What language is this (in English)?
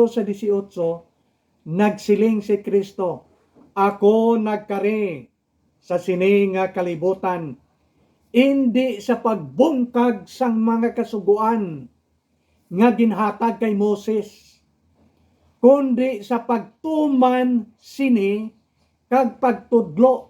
Hiligaynon